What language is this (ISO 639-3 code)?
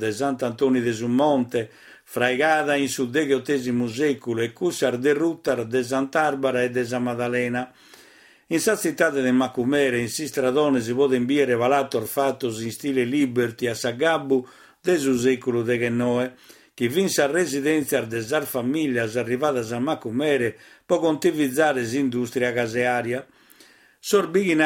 srd